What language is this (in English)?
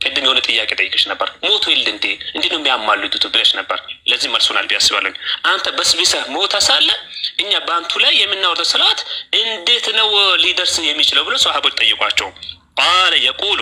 Amharic